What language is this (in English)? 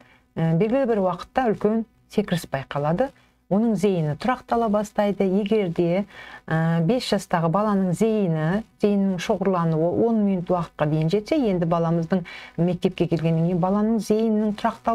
Kazakh